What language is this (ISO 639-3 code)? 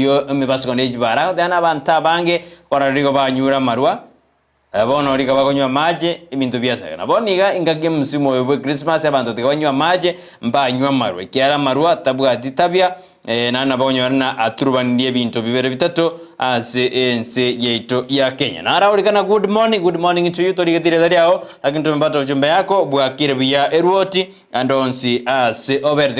guz